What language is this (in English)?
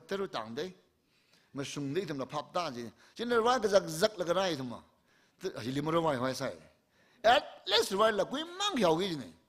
Tangkhul Naga (India)